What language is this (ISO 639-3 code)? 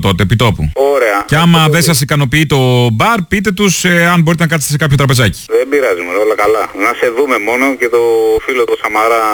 ell